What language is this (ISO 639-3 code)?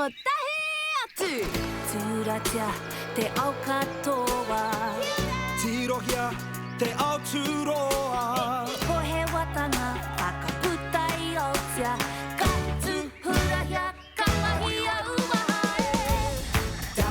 mri